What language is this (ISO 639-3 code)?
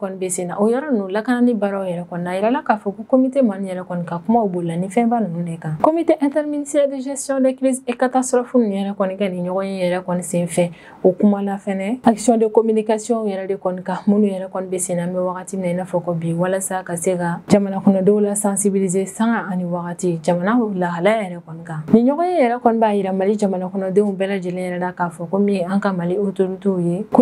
bam